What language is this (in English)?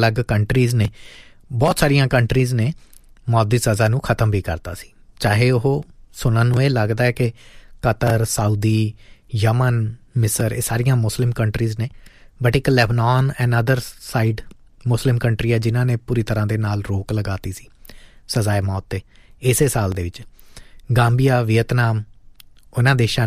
Punjabi